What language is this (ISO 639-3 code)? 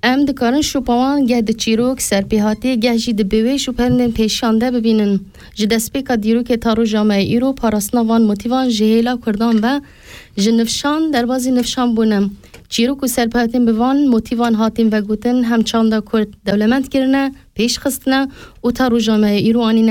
kur